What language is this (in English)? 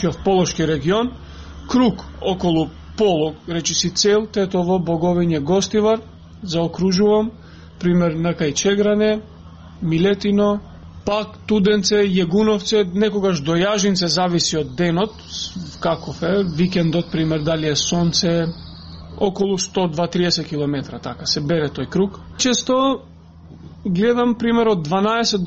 Macedonian